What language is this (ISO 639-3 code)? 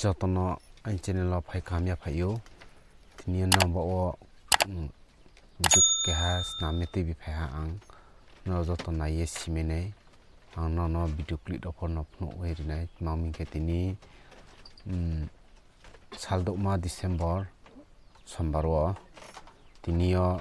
ria